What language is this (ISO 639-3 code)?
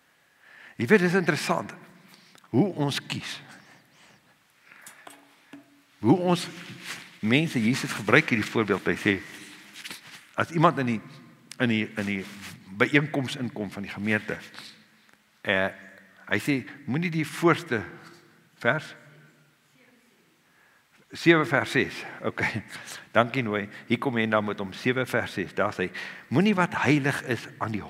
afr